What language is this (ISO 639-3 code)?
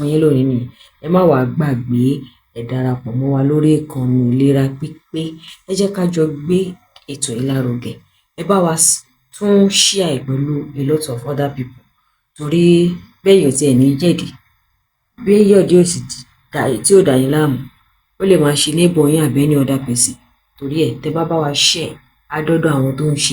yor